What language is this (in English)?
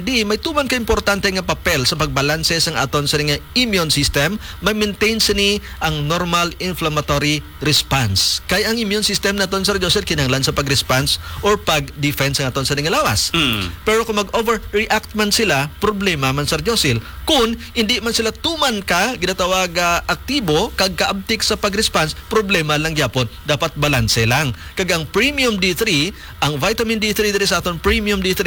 Hiligaynon